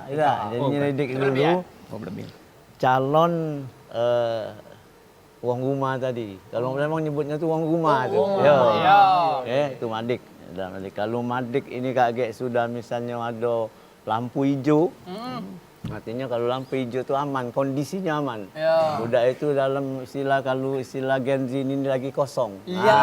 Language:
Musi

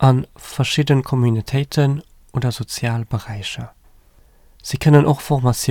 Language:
Luxembourgish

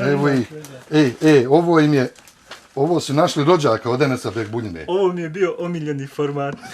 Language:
Bosnian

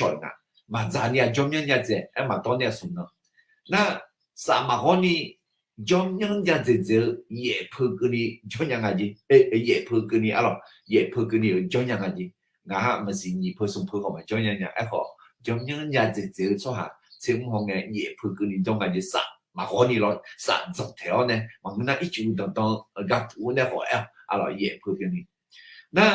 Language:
Akha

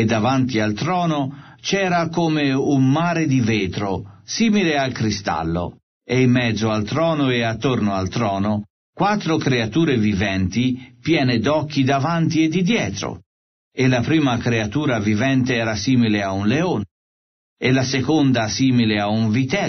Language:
Italian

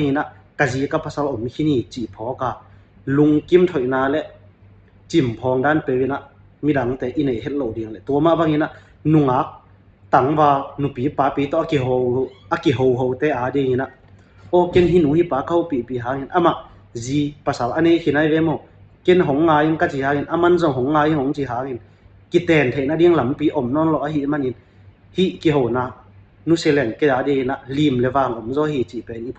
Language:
Tedim Chin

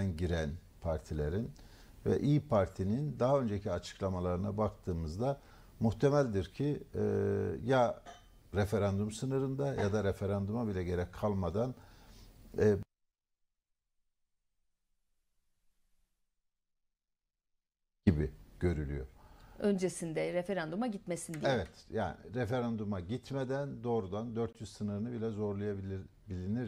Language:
Turkish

